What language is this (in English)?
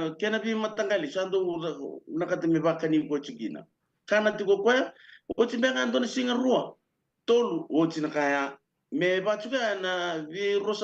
Fijian